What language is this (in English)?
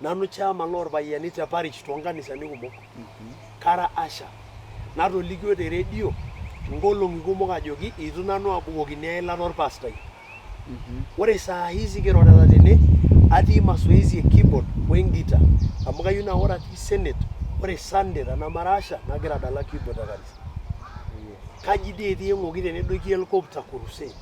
Masai